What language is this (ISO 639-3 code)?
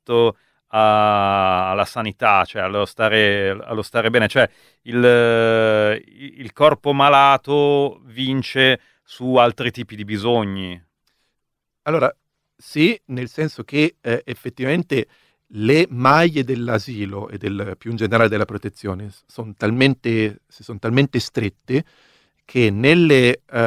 ita